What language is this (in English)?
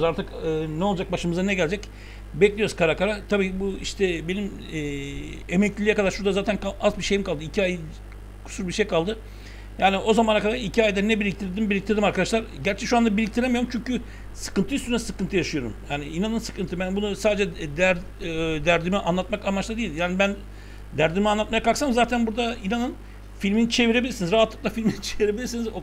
Turkish